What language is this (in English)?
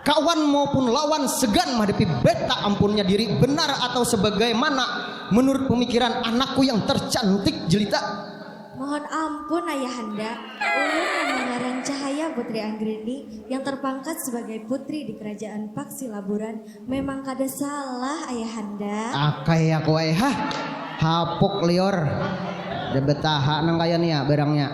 Banjar